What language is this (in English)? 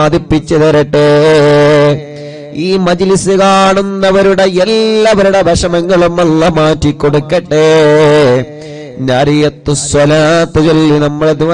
Malayalam